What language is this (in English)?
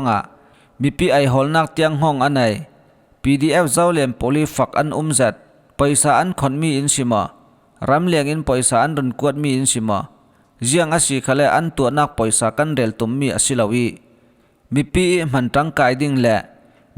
Falam Chin